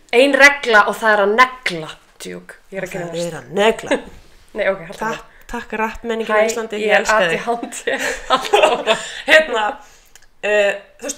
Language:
Icelandic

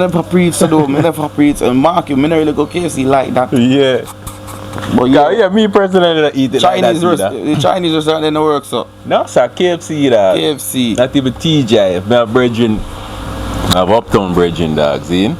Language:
Jamaican Creole English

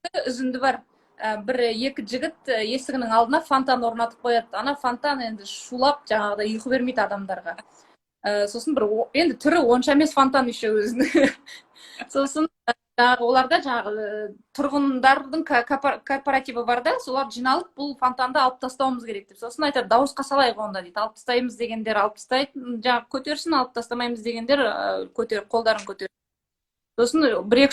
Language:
Kazakh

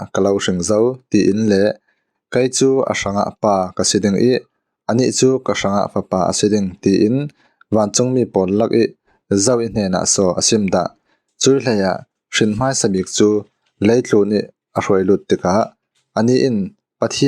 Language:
Falam Chin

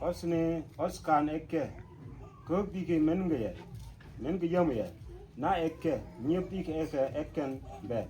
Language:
Mabaan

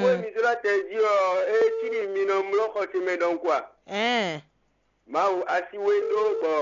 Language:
Fon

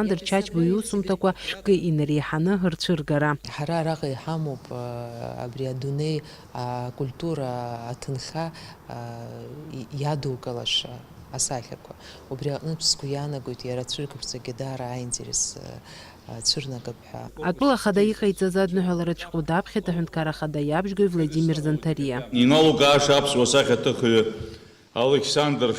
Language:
Abkhazian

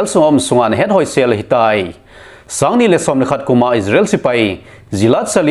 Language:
Thado Chin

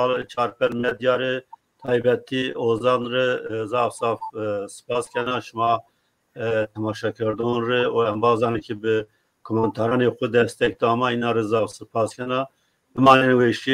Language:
Zaza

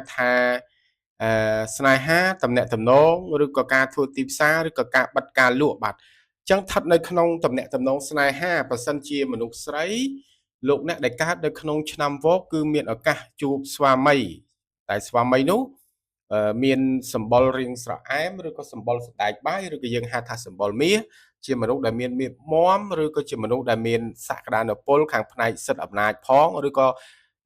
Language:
Khmer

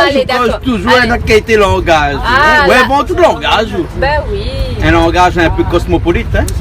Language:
Réunion Creole French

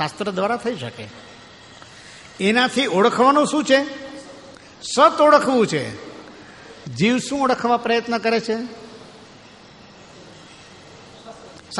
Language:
Gujarati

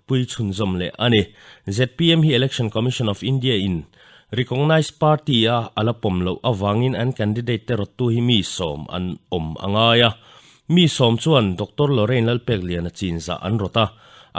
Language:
Mizo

